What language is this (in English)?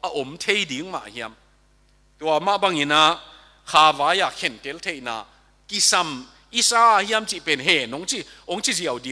Tedim Chin